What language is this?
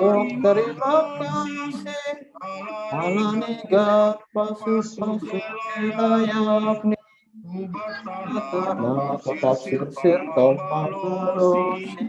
Batak Simalungun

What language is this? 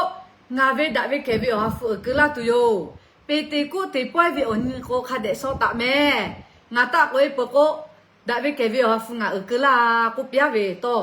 Lahu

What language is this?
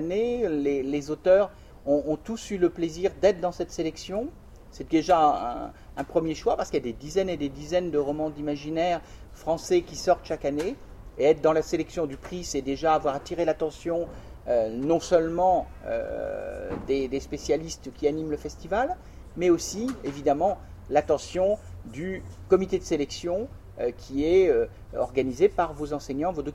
French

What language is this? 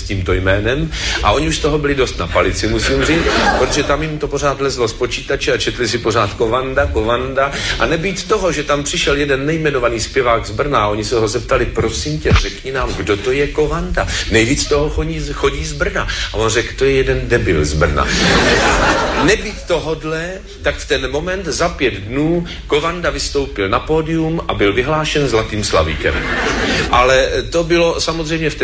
Czech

